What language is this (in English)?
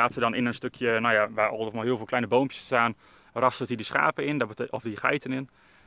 Dutch